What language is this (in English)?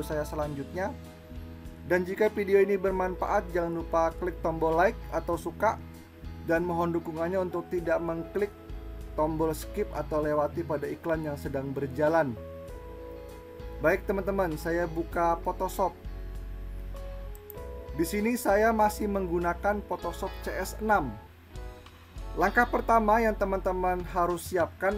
Indonesian